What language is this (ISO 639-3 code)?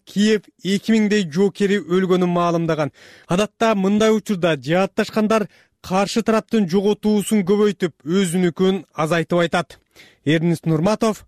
kir